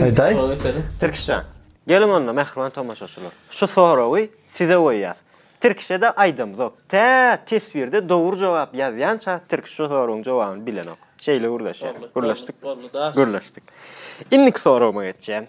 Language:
Turkmen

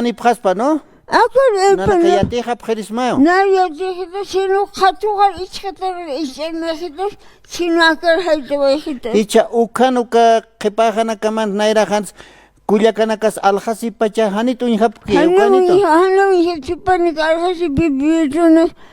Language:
Aymara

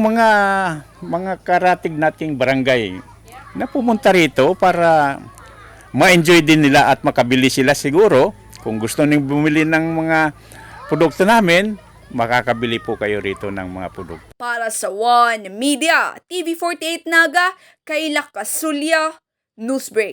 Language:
Bikol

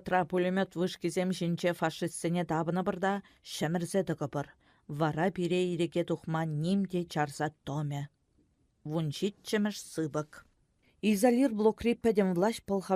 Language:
Chuvash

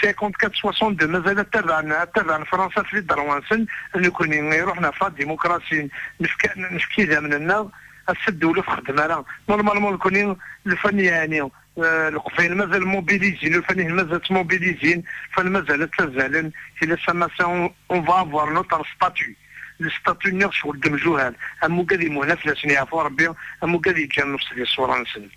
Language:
Kabyle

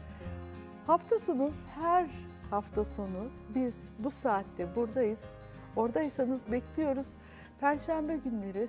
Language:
Turkish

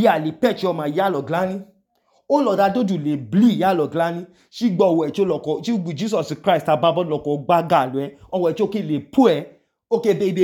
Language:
Idoma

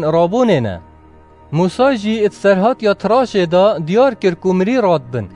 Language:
Kurdish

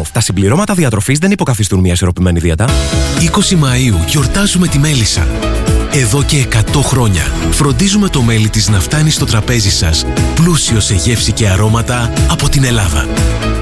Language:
Greek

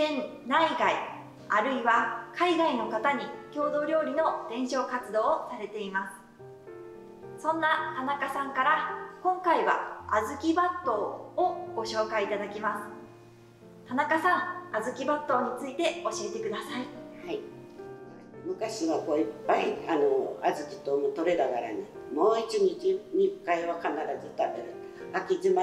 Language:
Japanese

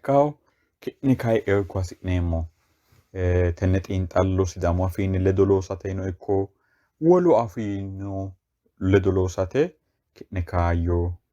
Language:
Sidamo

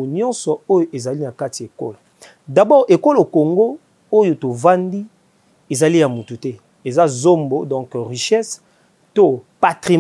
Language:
Lingala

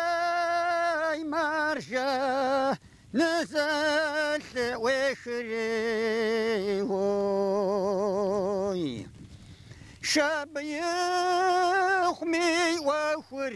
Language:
Kabardian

